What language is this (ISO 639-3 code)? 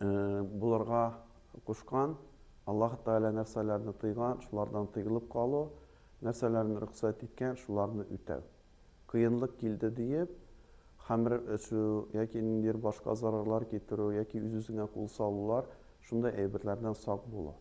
tat